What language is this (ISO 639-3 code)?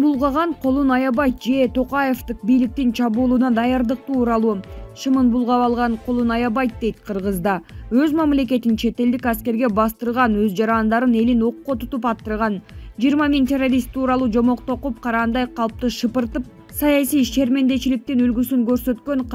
kir